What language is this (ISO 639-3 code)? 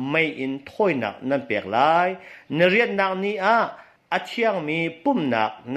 cnh